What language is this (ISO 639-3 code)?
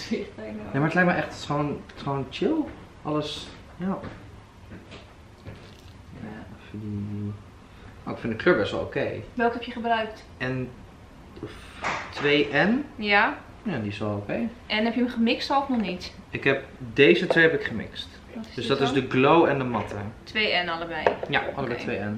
nld